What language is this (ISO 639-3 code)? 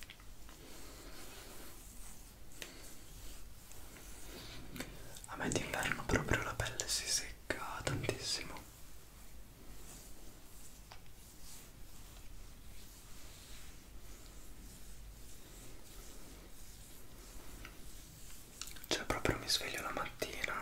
ita